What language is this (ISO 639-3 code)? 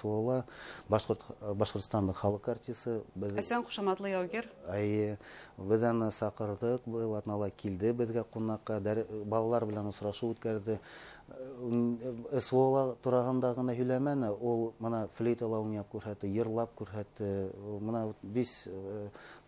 bak